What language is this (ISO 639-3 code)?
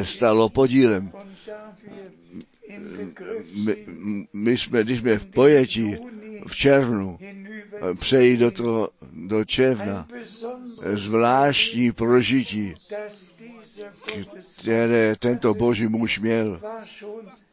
ces